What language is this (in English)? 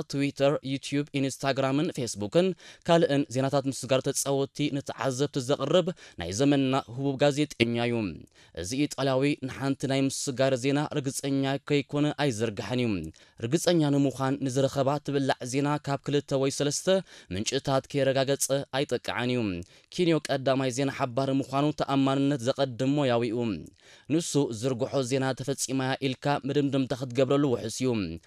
Tigrinya